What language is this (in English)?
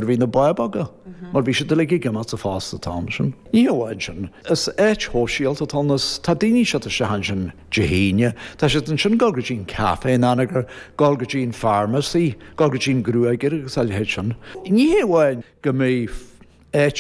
Irish